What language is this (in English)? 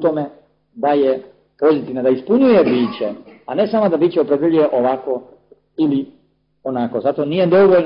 Serbian